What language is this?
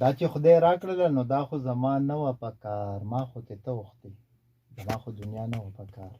Pashto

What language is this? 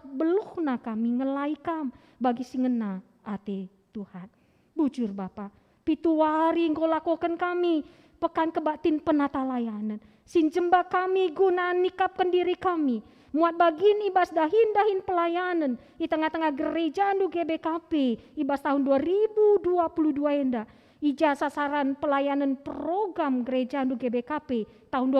Batak Karo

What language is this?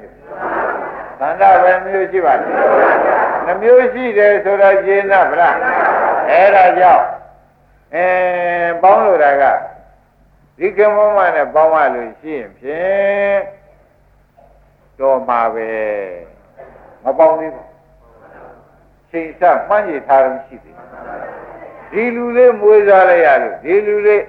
Burmese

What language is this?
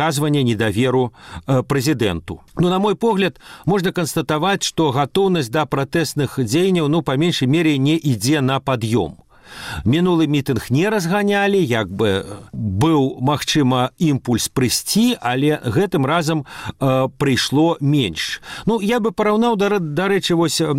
Belarusian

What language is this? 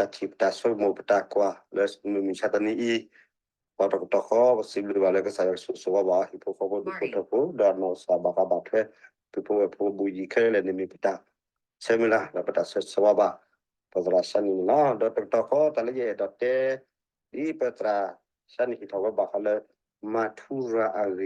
S'gaw Karen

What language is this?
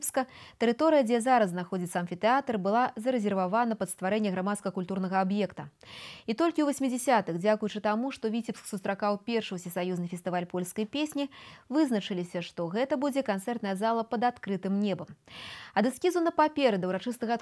Belarusian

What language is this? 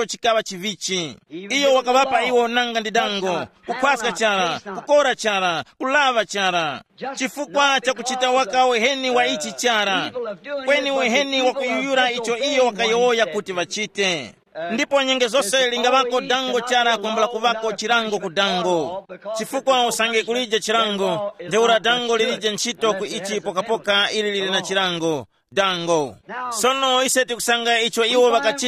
Tumbuka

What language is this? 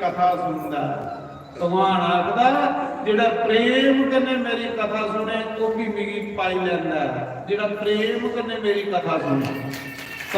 Dogri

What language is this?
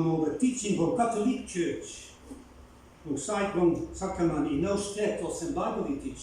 Bislama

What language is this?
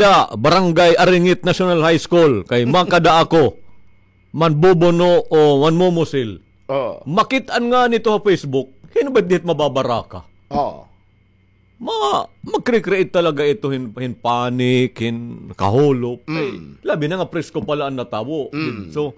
Waray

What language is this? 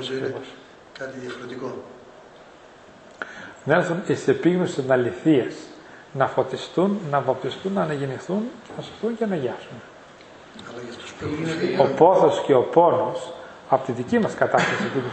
Greek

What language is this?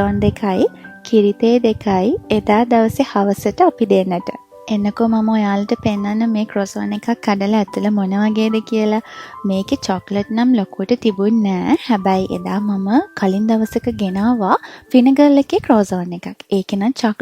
Sinhala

